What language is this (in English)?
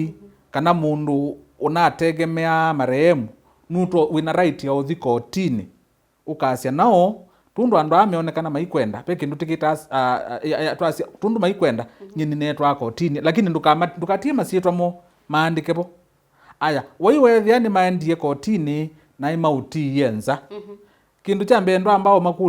Kamba